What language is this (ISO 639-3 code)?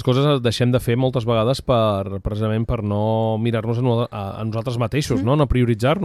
cat